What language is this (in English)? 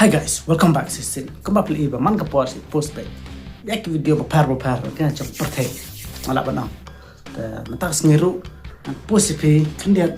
Khasi